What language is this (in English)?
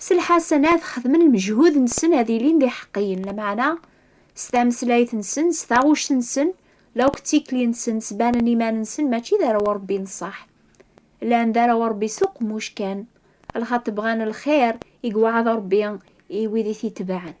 Kabyle